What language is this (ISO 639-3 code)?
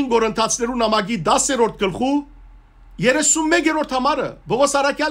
hyw